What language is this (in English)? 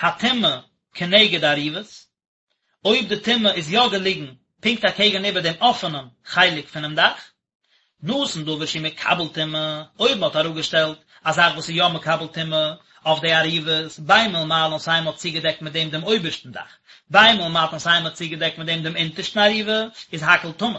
Yiddish